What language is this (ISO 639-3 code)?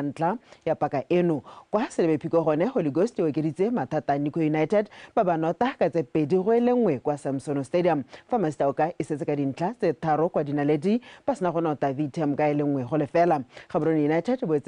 tsn